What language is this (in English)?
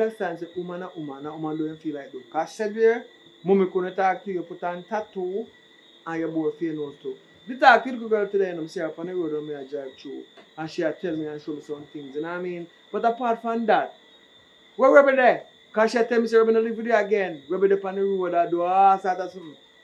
Jamaican Creole English